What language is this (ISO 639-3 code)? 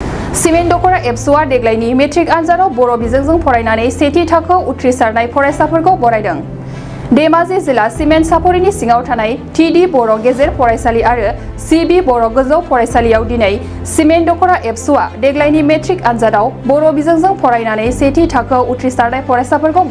brx